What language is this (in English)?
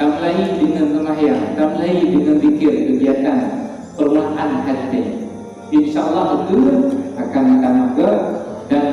Achinese